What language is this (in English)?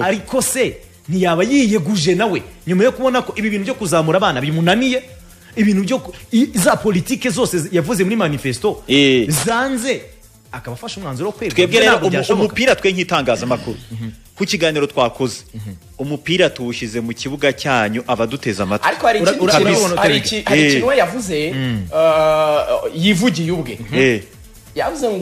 Kinyarwanda